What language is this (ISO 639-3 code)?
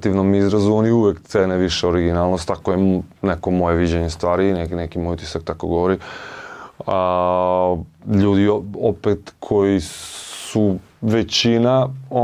srp